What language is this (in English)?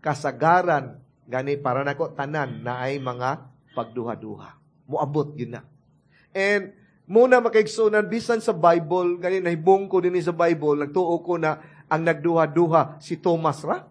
Cebuano